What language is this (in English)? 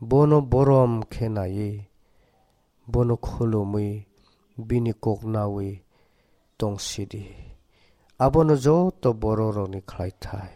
Kok Borok